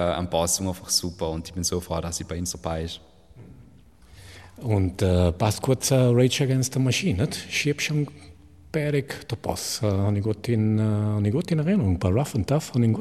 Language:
German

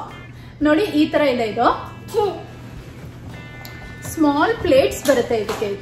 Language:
Kannada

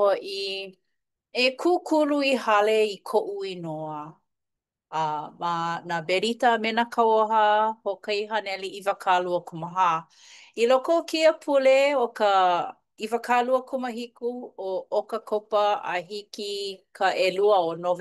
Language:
Hawaiian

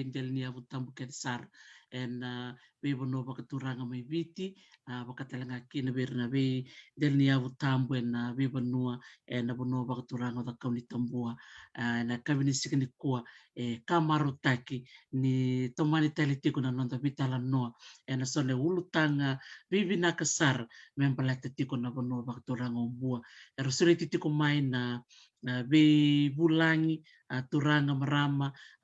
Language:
Fijian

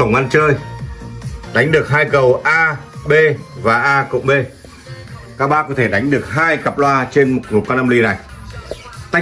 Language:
Vietnamese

